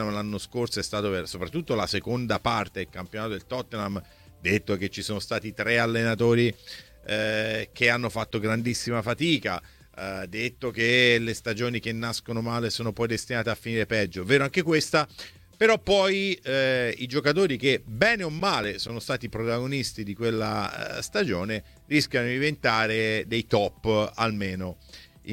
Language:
Italian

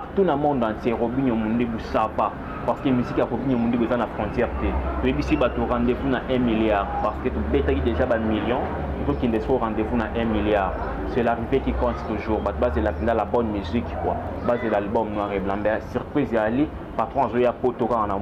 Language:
Lingala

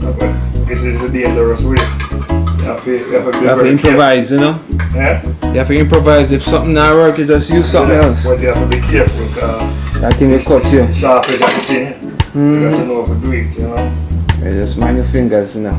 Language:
Jamaican Creole English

